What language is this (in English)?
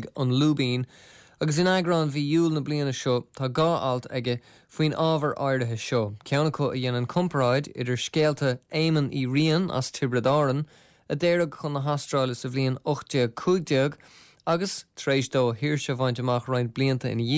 Irish